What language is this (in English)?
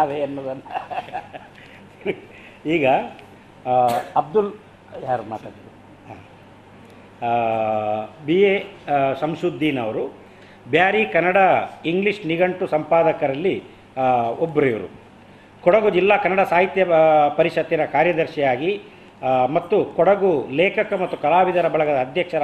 Kannada